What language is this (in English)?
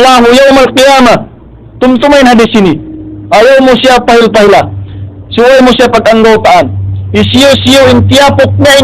Tausug